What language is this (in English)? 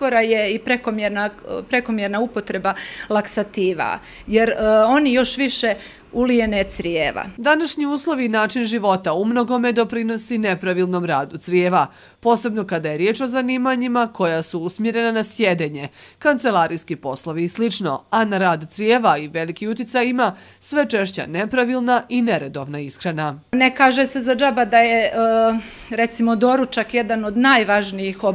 Bosnian